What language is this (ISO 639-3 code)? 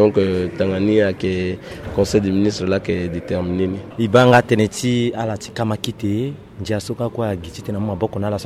sag